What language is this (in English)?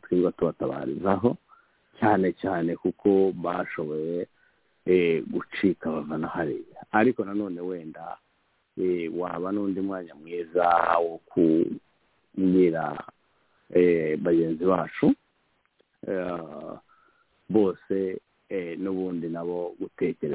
Kinyarwanda